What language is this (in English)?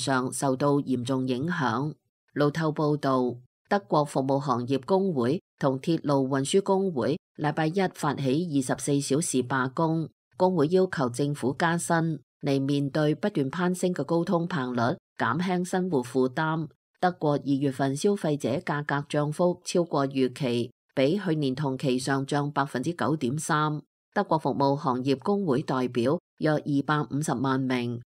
Cantonese